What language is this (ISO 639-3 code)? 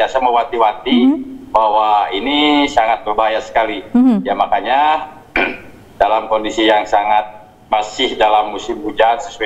ind